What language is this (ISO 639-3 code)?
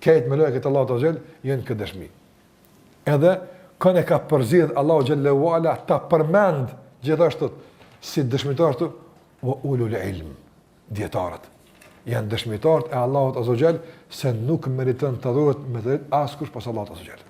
sqi